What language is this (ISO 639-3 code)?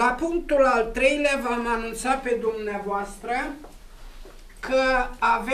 ron